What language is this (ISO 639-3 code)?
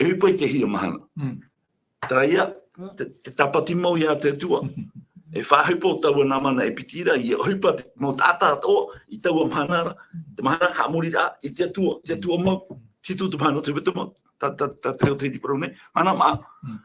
tah